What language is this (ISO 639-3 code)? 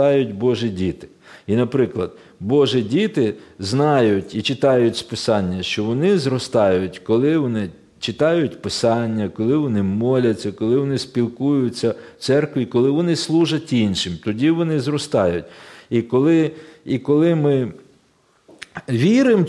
ukr